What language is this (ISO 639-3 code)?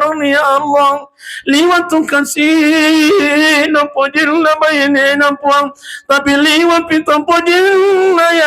bug